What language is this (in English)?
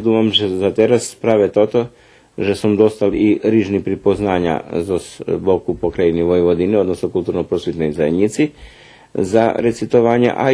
Rusyn